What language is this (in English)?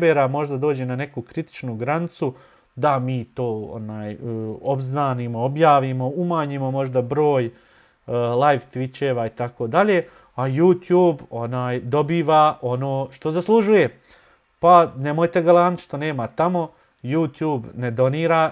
Bosnian